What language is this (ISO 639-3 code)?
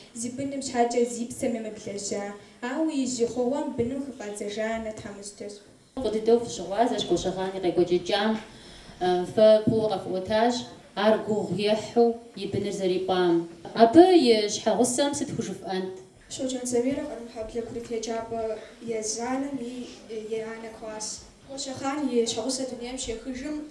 kbd